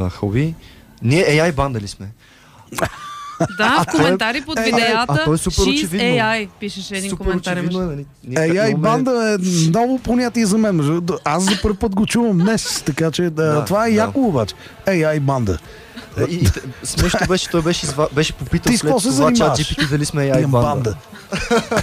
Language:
Bulgarian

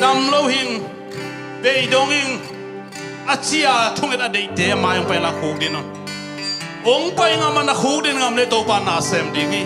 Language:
Tedim Chin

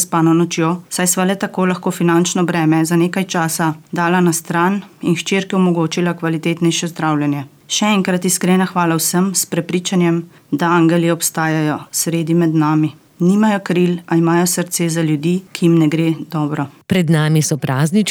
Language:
Slovenian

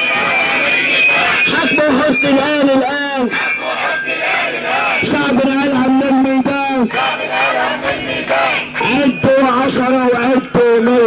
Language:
Egyptian Arabic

